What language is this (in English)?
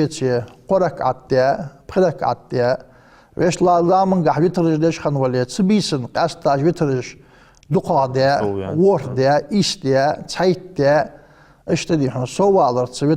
Ingush